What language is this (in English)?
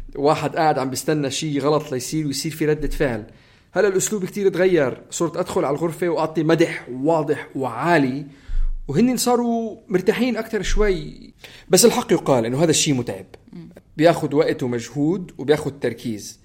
North Levantine Arabic